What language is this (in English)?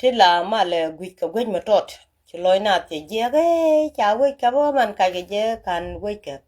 Nuer